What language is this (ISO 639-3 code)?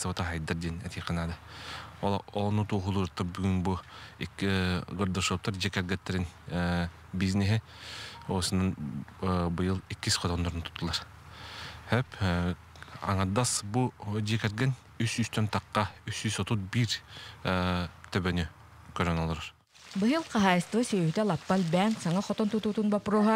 sah